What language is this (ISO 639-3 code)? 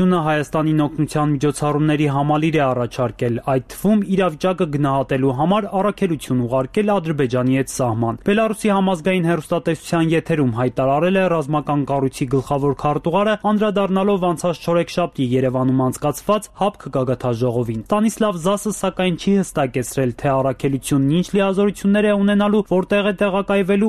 hye